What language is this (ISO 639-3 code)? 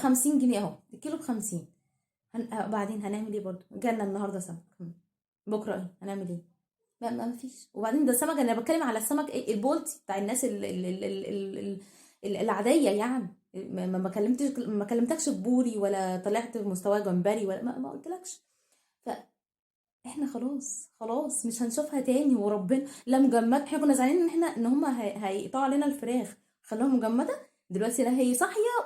arz